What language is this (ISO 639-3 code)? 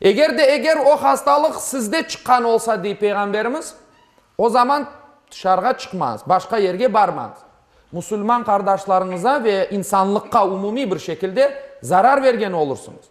crh